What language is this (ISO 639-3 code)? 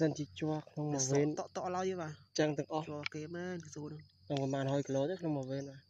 khm